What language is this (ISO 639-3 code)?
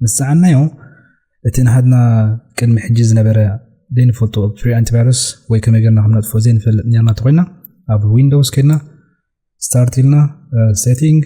tir